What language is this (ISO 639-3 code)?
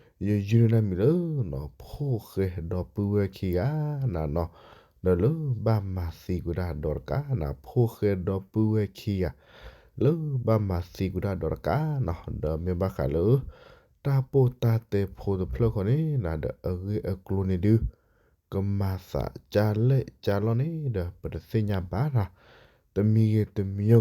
ksw